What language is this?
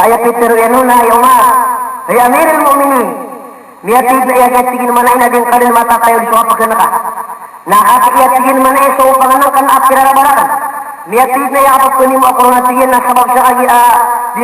Maranao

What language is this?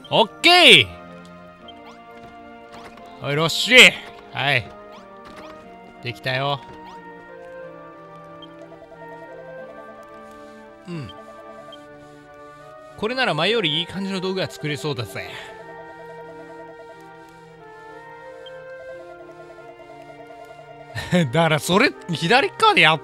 Japanese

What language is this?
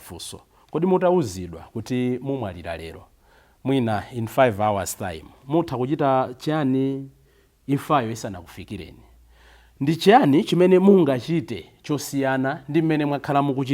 Nyanja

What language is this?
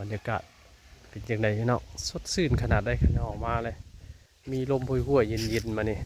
Northeastern Thai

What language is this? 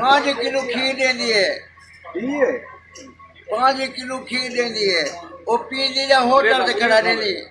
Saraiki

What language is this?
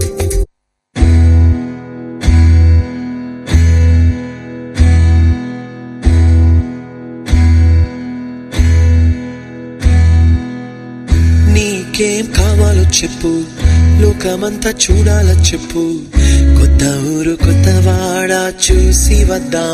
Telugu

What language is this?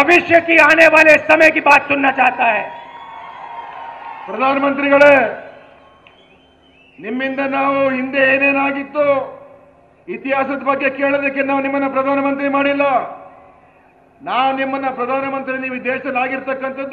Kannada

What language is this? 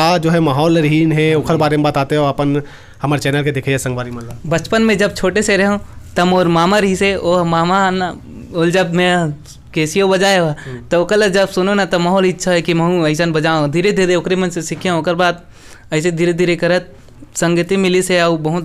Chhattisgarhi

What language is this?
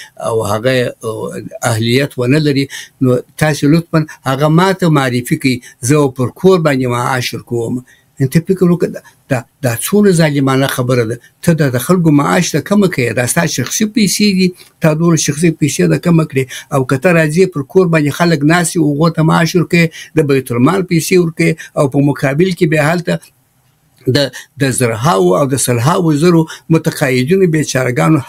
Pashto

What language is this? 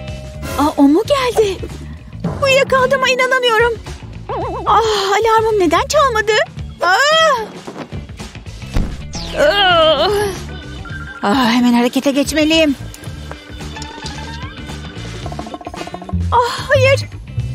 Turkish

